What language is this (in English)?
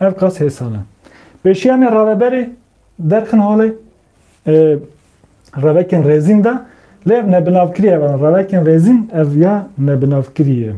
Kurdish